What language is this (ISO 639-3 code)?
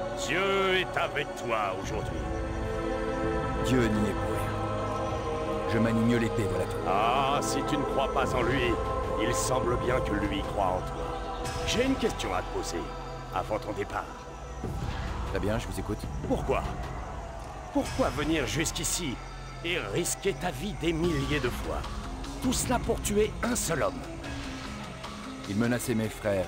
fra